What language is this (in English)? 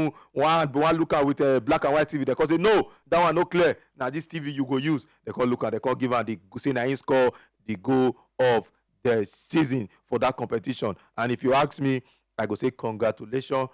Nigerian Pidgin